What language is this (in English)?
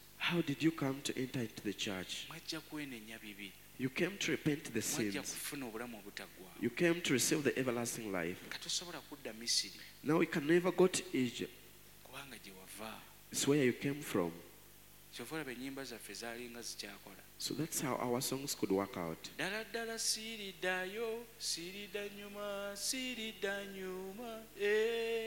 Ganda